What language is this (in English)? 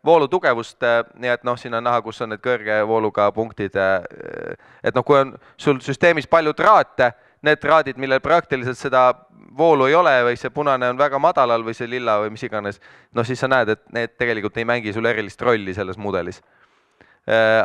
Estonian